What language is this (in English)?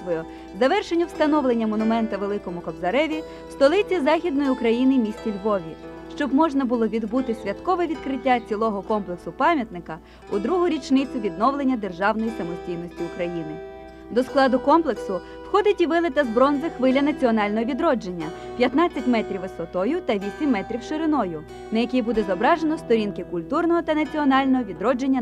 Ukrainian